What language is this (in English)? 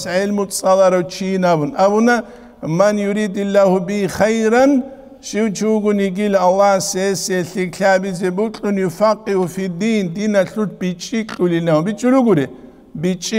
Avaric